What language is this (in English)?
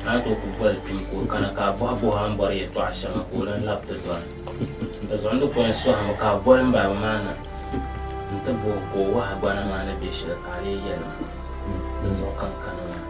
Dagbani